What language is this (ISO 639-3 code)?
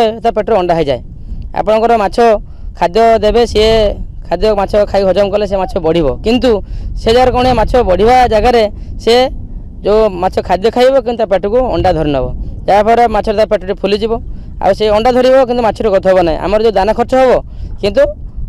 ori